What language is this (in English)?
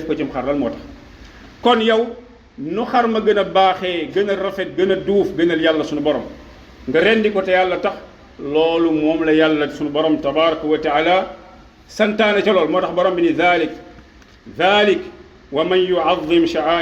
Wolof